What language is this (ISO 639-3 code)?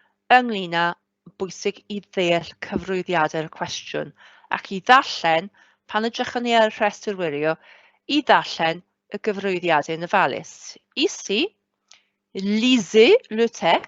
cym